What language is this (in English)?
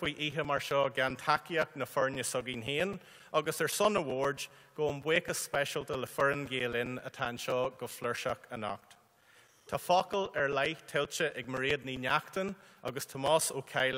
Irish